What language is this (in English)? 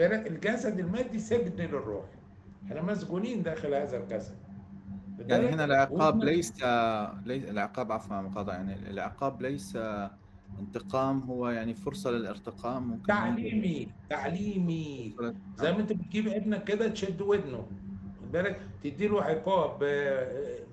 Egyptian Arabic